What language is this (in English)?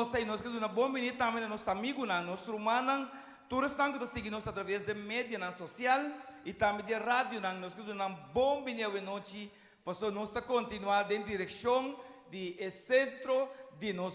Papiamento